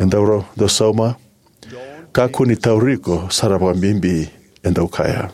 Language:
Fijian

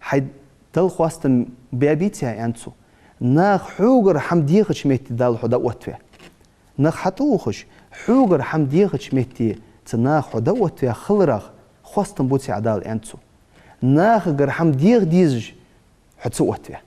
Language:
Ingush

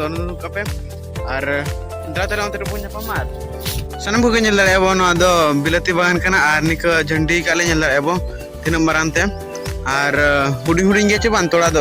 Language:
Santali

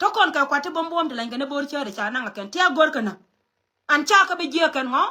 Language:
Nuer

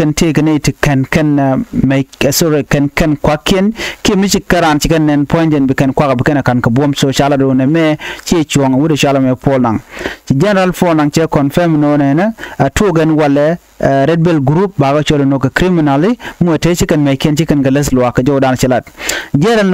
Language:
Nuer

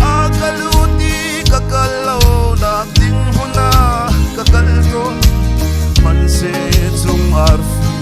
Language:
Hakha Chin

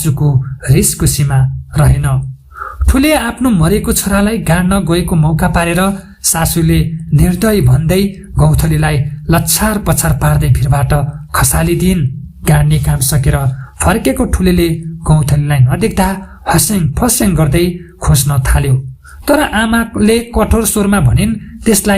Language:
Nepali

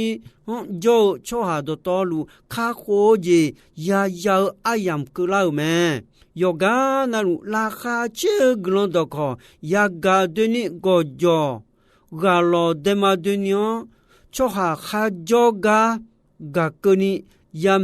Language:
Akha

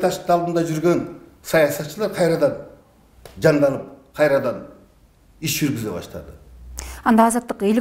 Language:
Kyrgyz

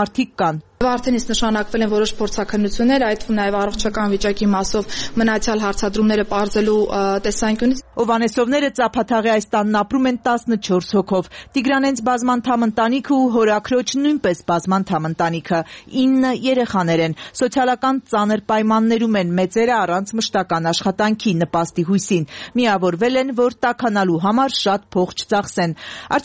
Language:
Armenian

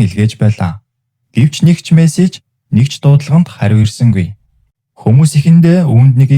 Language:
Mongolian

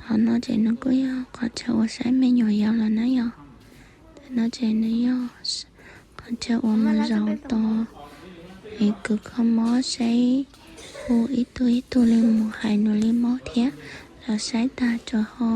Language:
Hmong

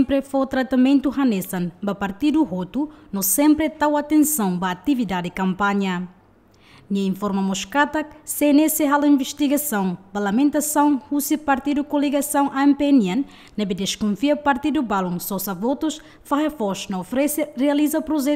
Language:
Tetum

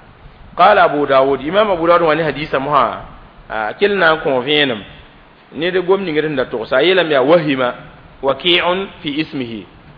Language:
Mossi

